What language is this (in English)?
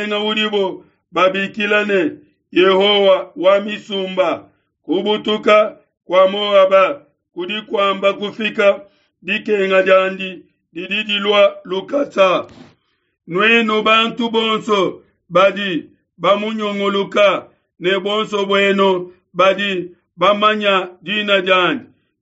Luba-Lulua